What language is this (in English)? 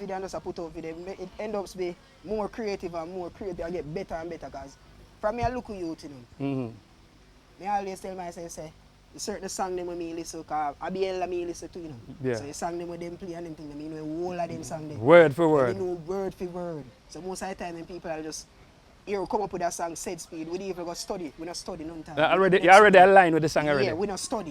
Jamaican Creole English